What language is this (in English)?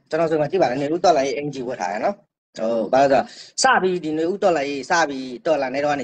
Burmese